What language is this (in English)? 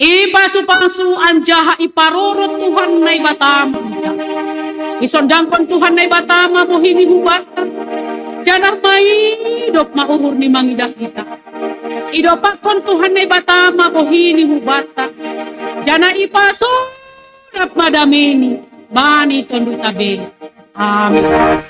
Batak Simalungun